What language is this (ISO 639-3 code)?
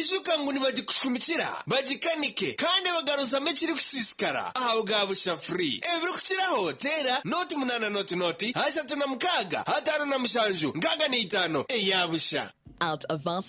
nyn